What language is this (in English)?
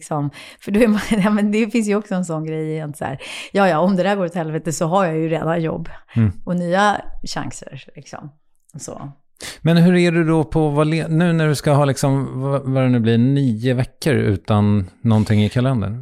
Swedish